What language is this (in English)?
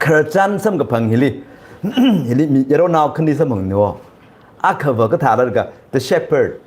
Tangkhul Naga (India)